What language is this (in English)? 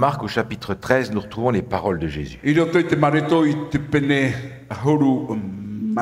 Tahitian